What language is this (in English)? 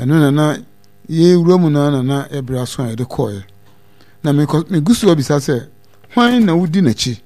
Akan